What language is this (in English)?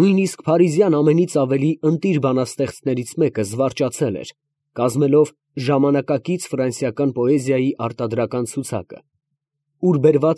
Armenian